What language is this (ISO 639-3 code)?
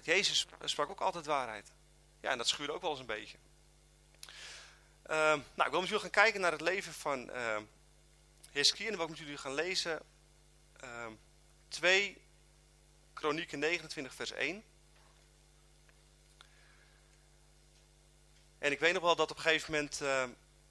nld